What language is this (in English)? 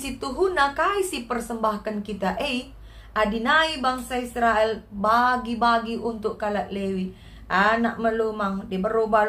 Batak Karo